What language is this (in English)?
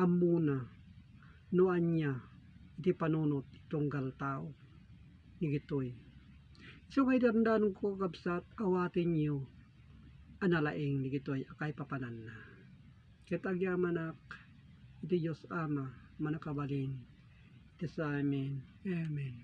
Iloko